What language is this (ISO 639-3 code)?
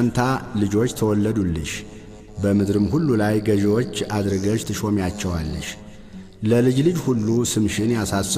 amh